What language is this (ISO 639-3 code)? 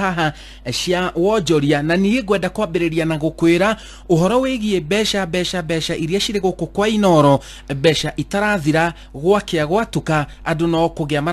kik